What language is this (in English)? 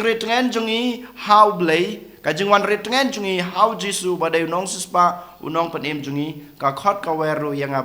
Khasi